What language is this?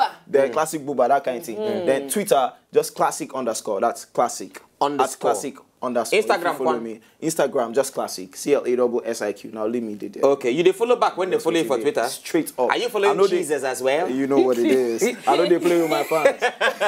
Nigerian Pidgin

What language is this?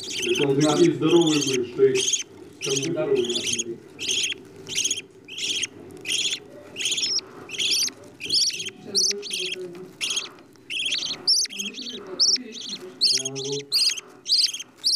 Russian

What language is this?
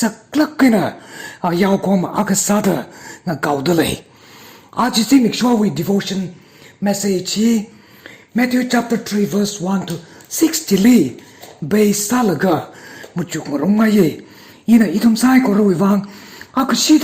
Tangkhul Naga (India)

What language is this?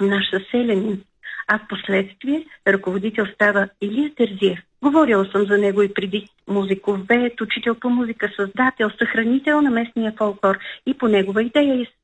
Bulgarian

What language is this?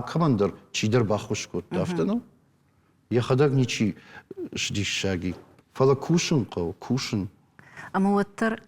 Ossetic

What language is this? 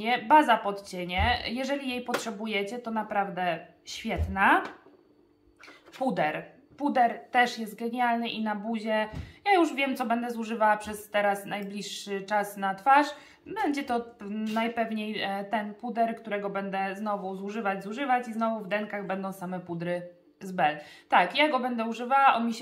Polish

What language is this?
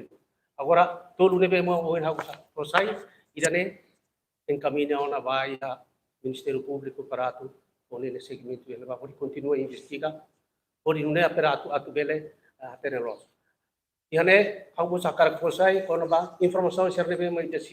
Tetum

